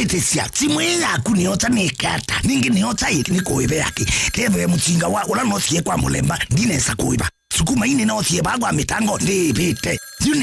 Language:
Kamba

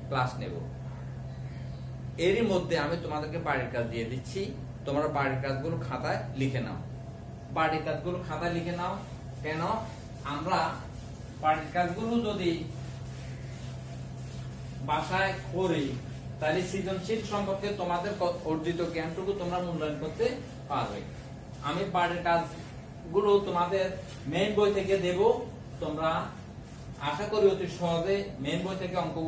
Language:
Bangla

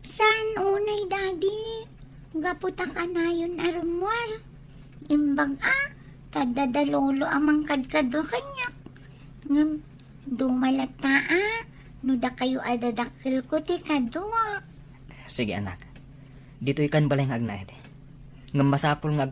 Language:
Iloko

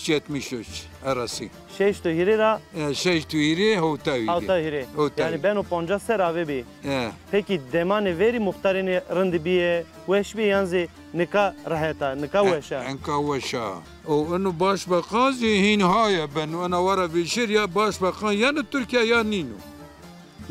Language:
Zaza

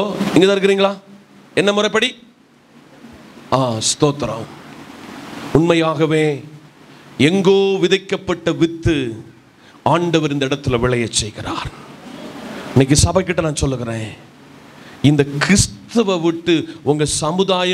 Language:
Tamil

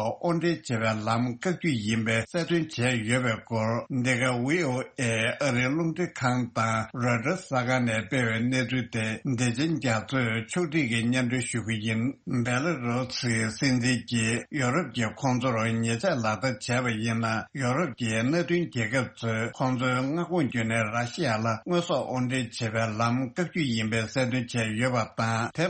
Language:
Tibetan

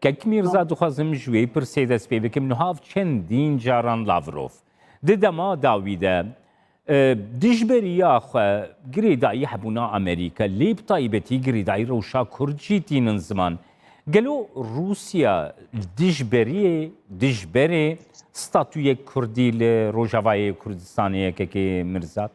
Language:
Kurdish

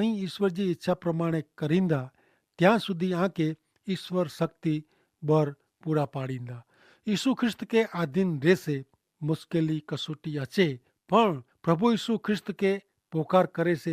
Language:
Kachhi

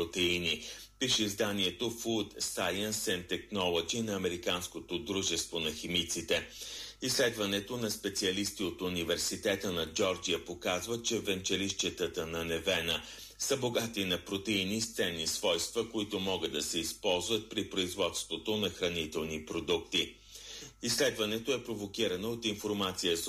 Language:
Bulgarian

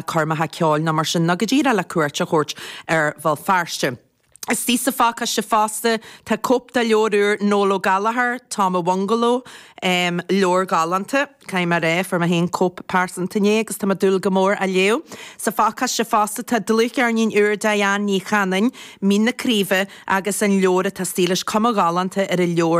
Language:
Irish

